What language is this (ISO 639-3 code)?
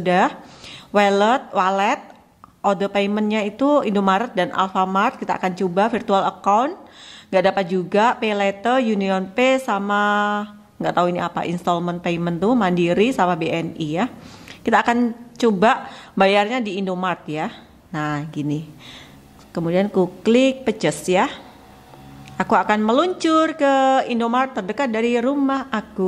ind